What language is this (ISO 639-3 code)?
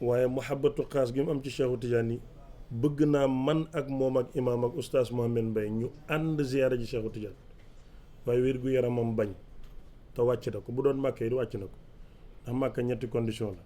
wol